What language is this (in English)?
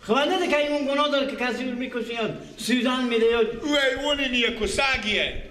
Persian